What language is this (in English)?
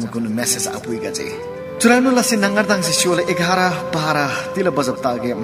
Eastern Tamang